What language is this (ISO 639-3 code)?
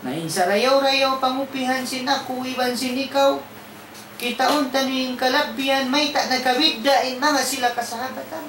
tsg